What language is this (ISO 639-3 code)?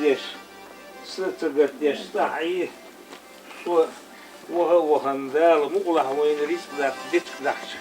che